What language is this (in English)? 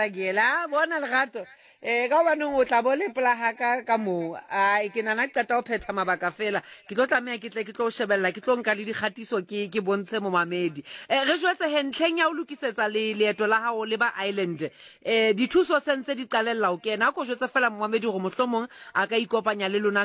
Southern Sotho